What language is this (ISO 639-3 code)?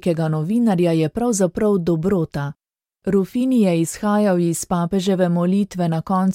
slv